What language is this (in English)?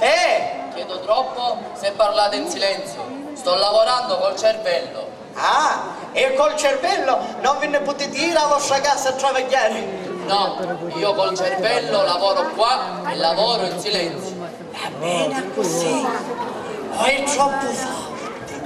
Sicilian